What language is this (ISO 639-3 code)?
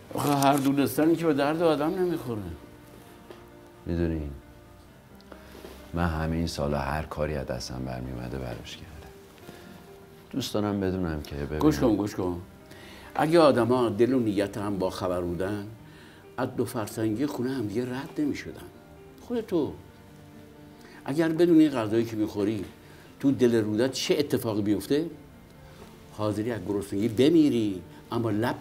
fas